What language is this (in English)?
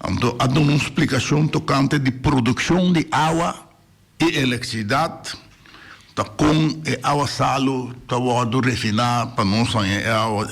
Papiamento